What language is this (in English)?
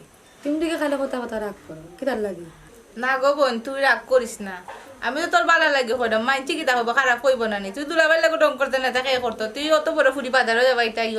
Sylheti